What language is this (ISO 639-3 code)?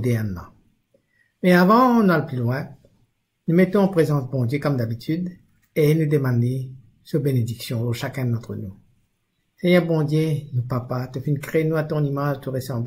mfe